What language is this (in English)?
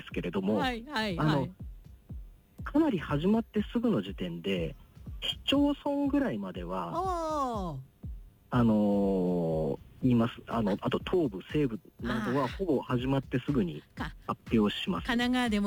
Japanese